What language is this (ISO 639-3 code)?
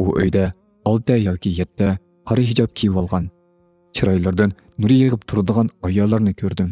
uig